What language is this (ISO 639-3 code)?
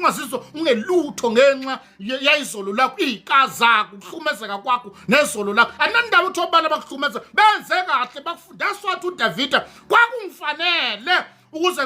zul